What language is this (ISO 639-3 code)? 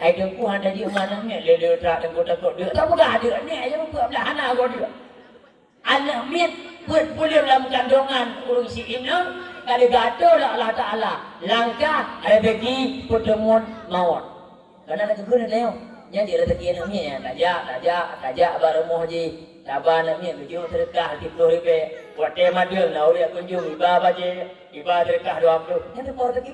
ace